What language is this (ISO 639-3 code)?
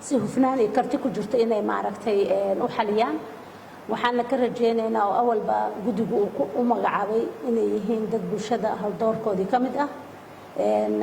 som